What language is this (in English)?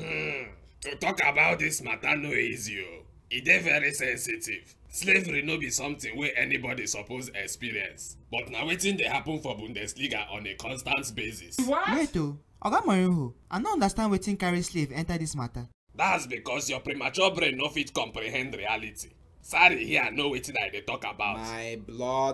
Nigerian Pidgin